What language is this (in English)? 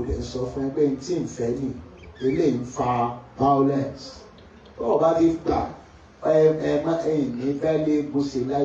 Yoruba